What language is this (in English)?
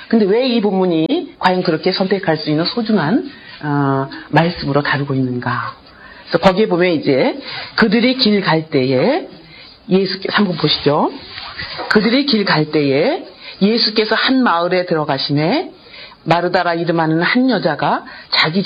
Korean